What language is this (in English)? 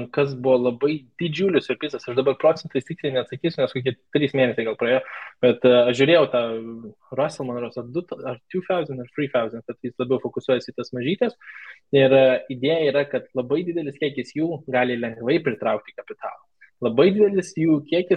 Lithuanian